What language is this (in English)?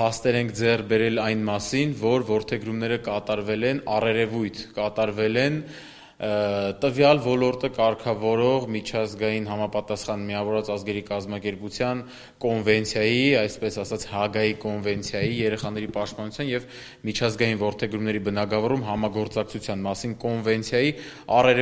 Armenian